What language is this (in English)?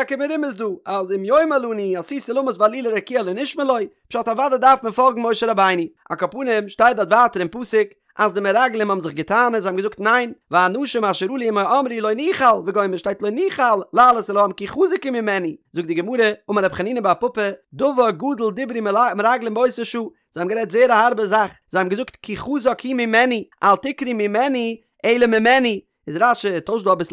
Yiddish